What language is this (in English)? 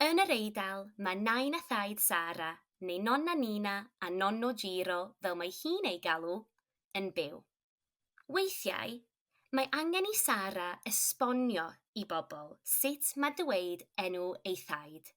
Welsh